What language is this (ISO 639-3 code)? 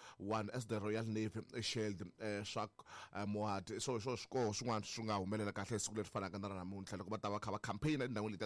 tso